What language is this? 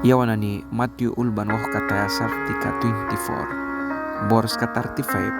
Mískito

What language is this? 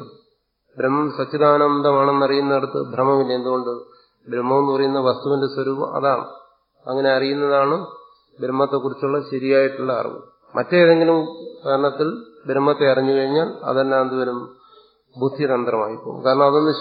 Malayalam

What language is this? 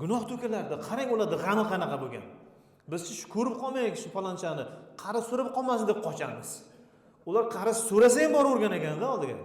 Uzbek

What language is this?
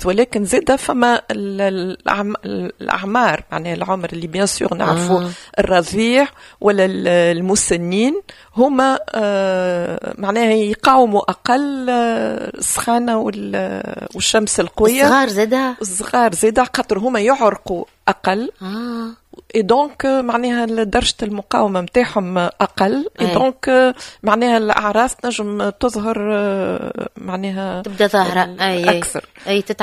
Tunisian Arabic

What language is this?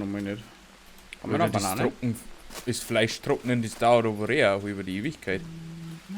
Bavarian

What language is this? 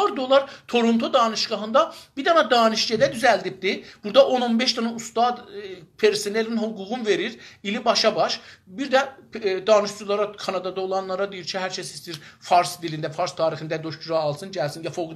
South Azerbaijani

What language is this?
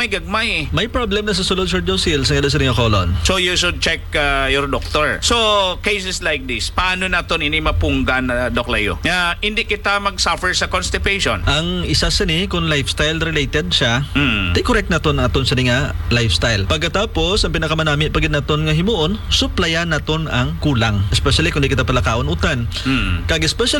Hiligaynon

